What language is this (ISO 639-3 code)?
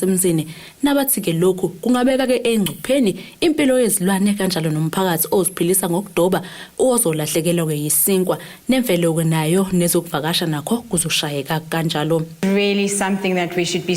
zul